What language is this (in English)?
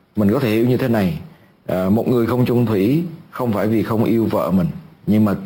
Vietnamese